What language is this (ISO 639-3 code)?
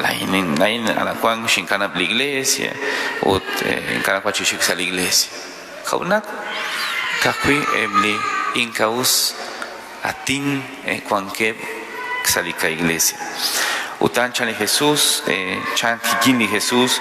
kek